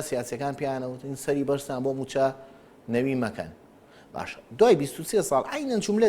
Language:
Central Kurdish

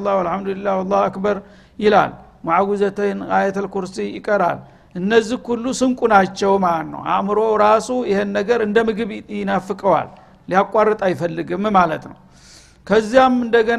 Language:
Amharic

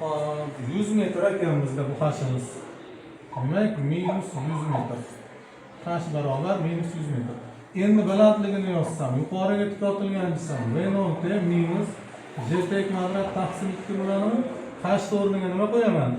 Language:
Uzbek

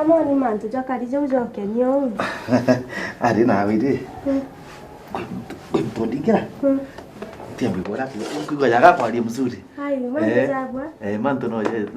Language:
Meru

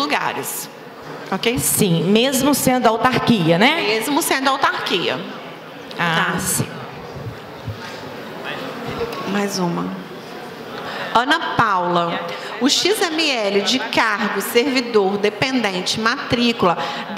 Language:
Portuguese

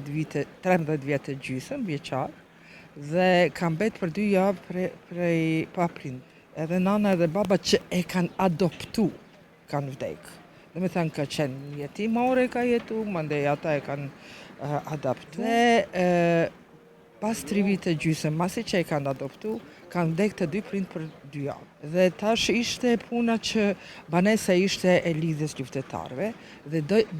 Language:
Albanian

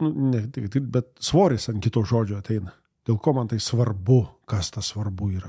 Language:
Lithuanian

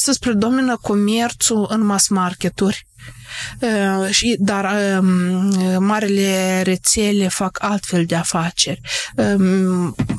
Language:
Romanian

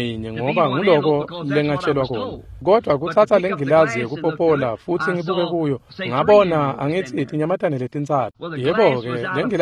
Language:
Swati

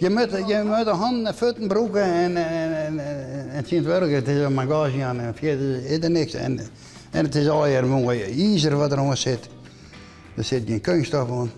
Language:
Western Frisian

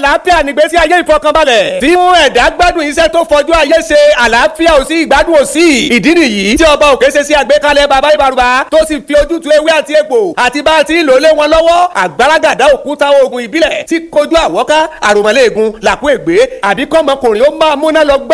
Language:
Yoruba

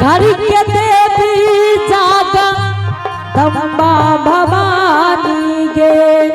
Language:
Angika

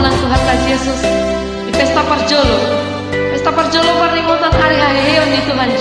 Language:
Batak Toba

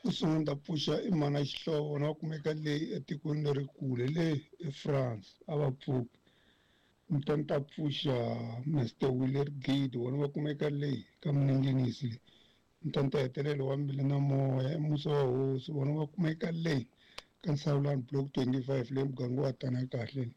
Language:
Tsonga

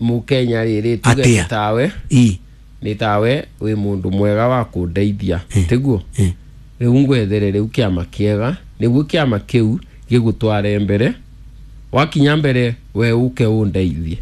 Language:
Kikuyu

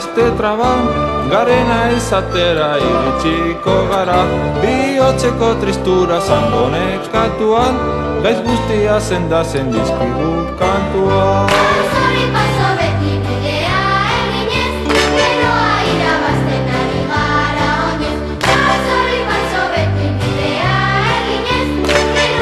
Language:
Basque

